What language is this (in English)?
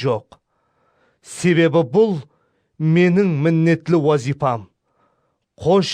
Kara-Kalpak